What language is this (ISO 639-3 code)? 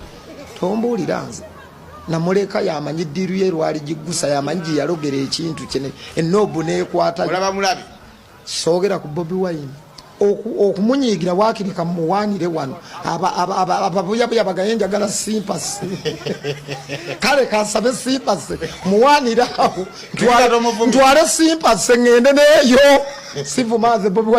lug